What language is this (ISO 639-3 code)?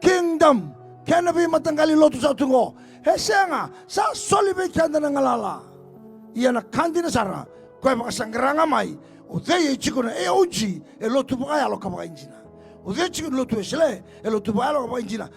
fij